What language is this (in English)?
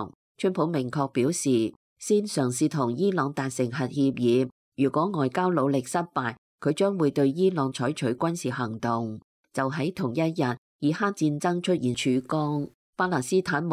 Cantonese